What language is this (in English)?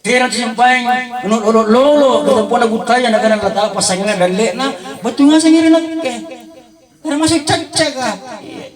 Makasar